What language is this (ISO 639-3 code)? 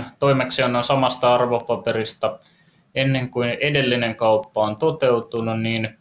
fin